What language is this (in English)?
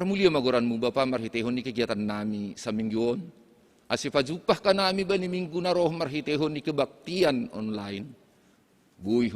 Batak Simalungun